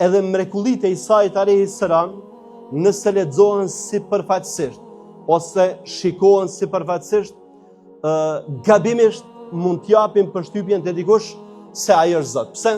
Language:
Albanian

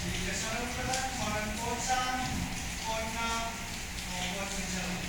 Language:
Pohnpeian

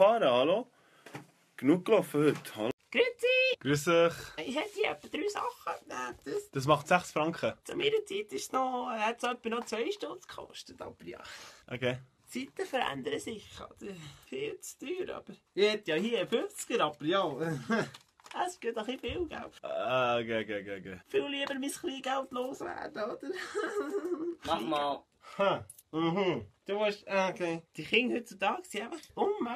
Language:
Swiss German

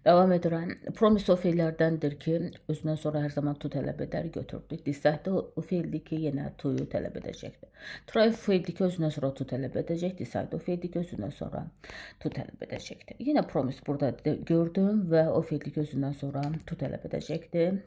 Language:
Azerbaijani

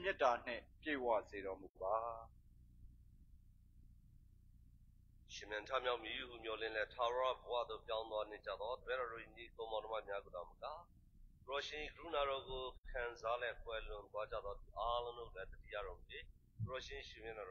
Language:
Burmese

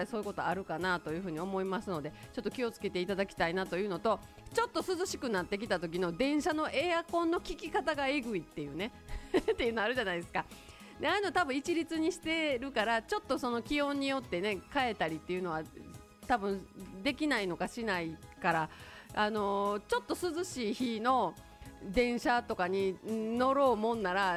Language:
Japanese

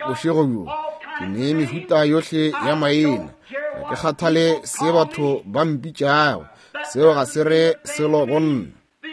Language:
Northern Sotho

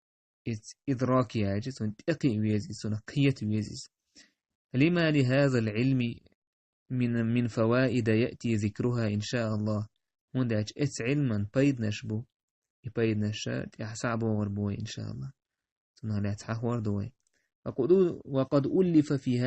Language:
Chechen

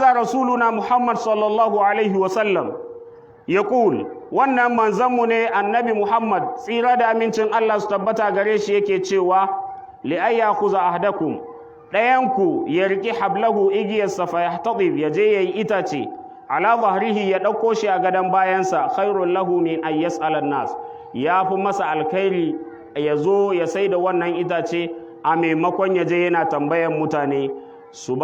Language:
Hausa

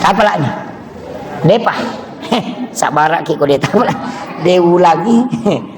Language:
Buginese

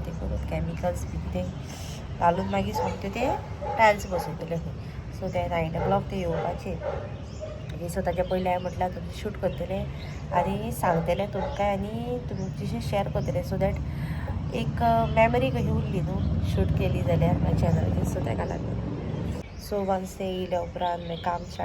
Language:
Konkani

